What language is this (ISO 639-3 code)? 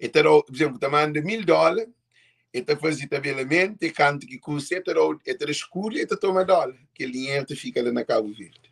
kea